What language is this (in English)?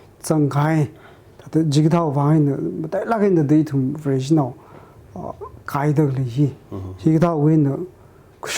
Tangkhul Naga (India)